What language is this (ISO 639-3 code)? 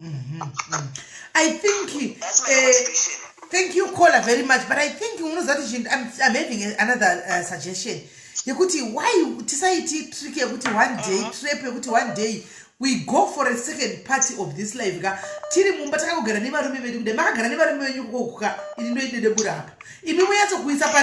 sna